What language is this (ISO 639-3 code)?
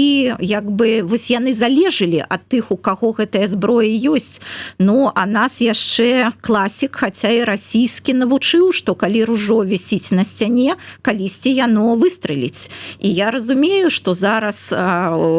bel